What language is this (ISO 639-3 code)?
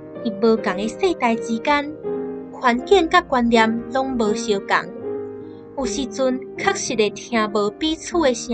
nan